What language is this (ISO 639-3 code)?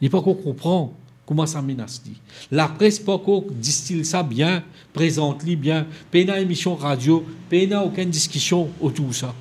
mfe